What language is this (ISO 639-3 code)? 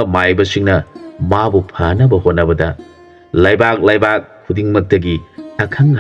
mni